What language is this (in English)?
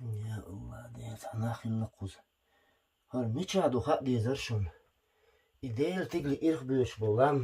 Chechen